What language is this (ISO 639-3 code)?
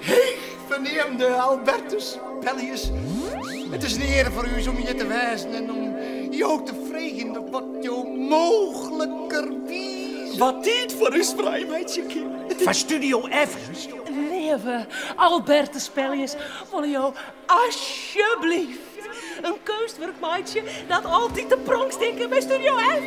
fry